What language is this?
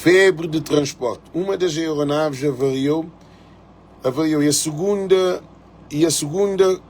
Kabuverdianu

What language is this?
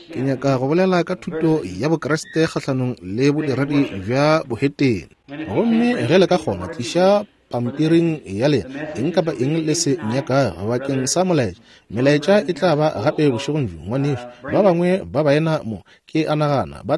Northern Sotho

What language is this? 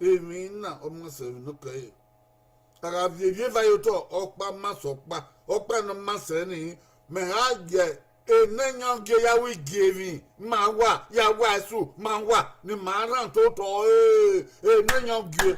Bini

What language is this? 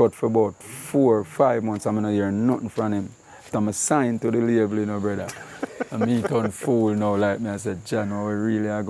Jamaican Creole English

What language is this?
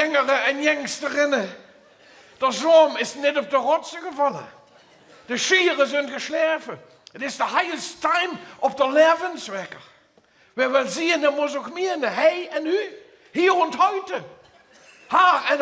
Limburgish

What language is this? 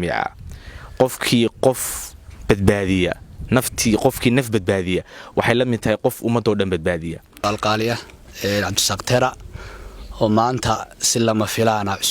Somali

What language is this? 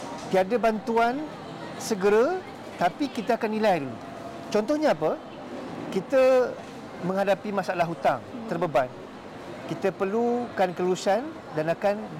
Malay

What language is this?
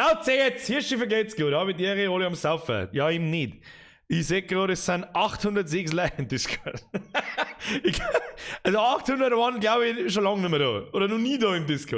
Bavarian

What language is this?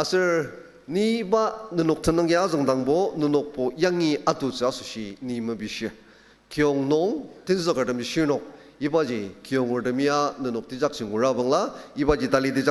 Ao Naga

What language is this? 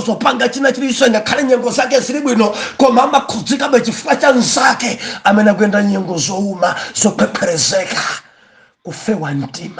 Nyanja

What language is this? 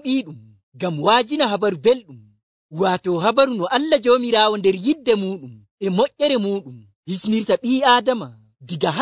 Nigerian Fulfulde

